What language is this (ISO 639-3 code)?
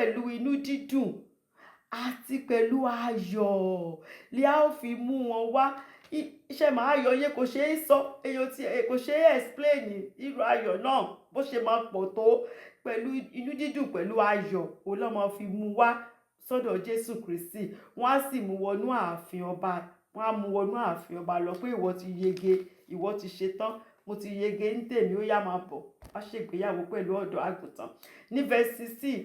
yor